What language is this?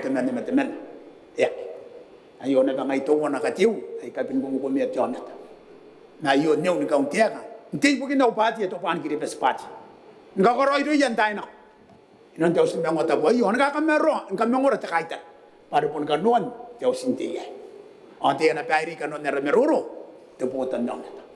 Gilbertese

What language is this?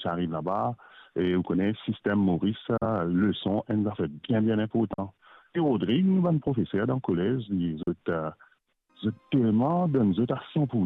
Morisyen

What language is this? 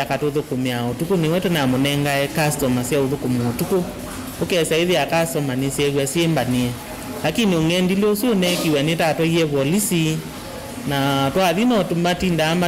Kamba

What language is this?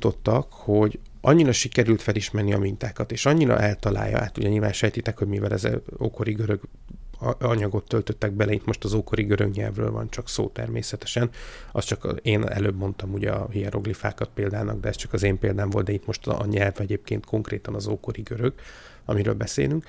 Hungarian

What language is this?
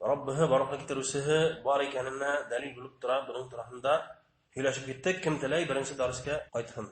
Bashkir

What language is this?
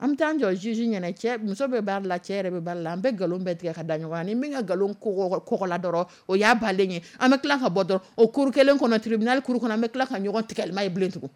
Dyula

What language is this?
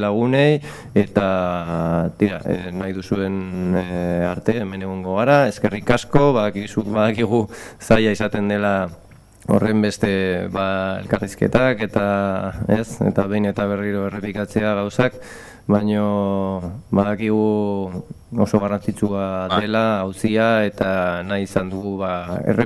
Basque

